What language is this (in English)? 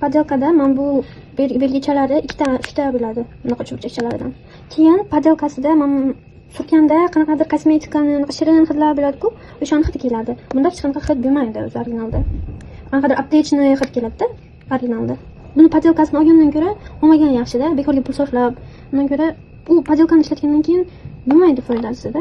Uzbek